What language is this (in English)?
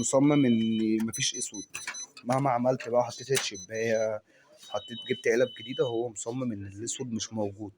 Egyptian Arabic